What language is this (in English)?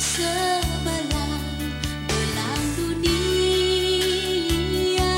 Batak Karo